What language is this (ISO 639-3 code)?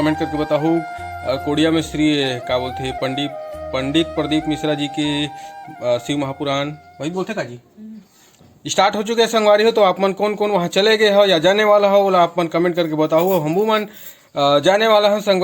hne